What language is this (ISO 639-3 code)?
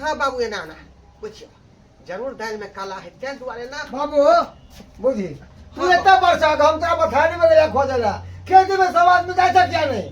mai